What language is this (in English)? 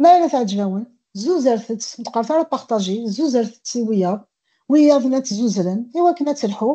Kabyle